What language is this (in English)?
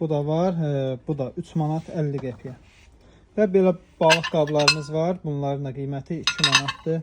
Azerbaijani